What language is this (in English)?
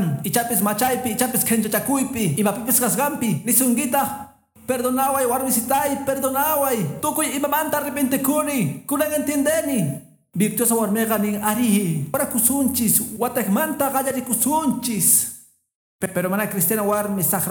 Quechua